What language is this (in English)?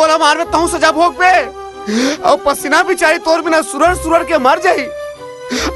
Chhattisgarhi